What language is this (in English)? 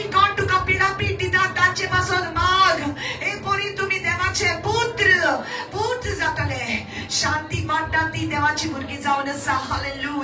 Konkani